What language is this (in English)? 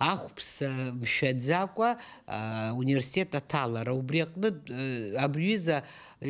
Abkhazian